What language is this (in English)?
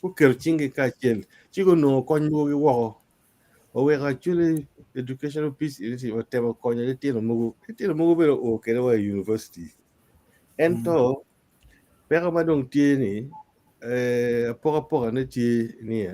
Acoli